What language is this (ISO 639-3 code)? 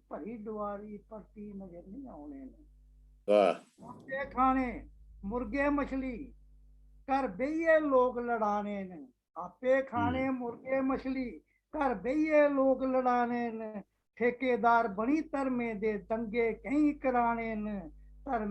doi